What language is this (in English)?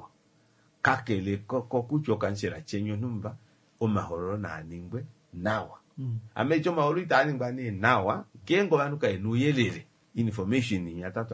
Kuanyama